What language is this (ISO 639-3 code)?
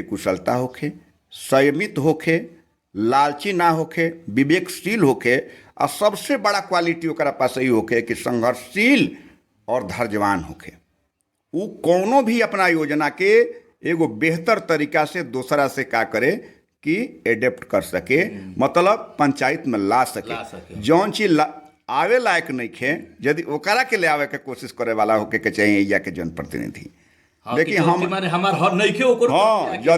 bho